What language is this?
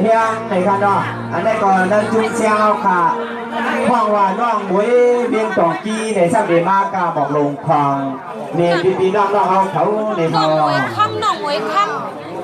Shan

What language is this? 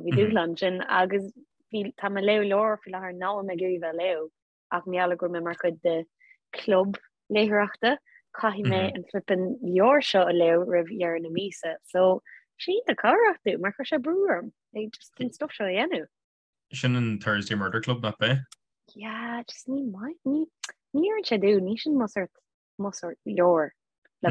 Irish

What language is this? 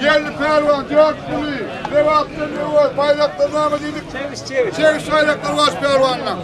Turkmen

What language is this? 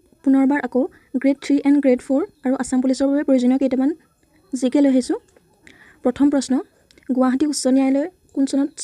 Assamese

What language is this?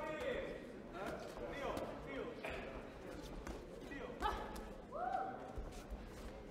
Czech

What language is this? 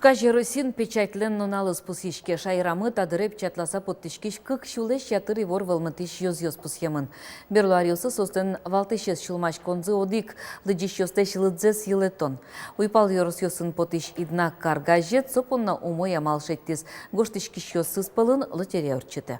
Udmurt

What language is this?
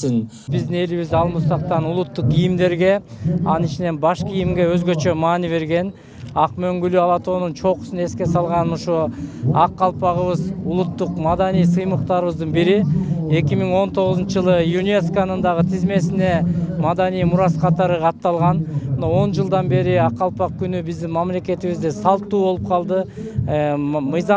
Kyrgyz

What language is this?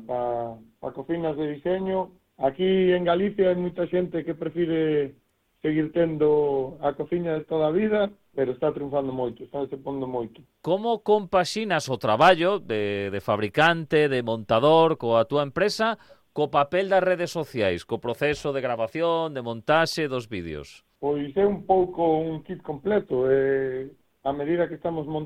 Galician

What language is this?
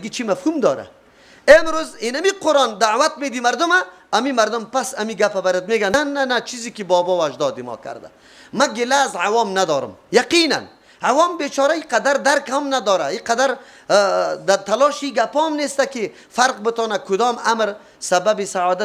Persian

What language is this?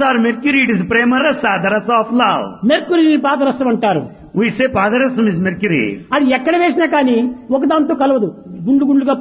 Telugu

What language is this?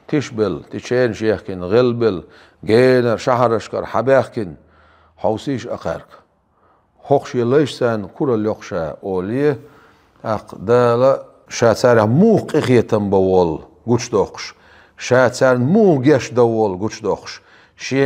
Chechen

